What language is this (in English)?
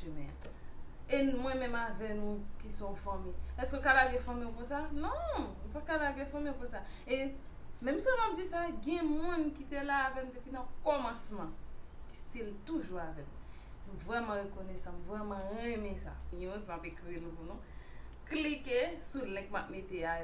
Haitian Creole